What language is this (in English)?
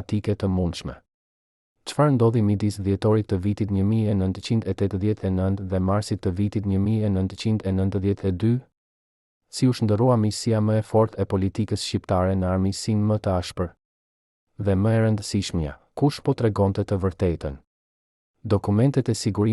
Albanian